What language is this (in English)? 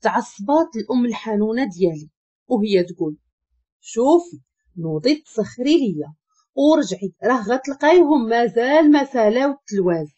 Moroccan Arabic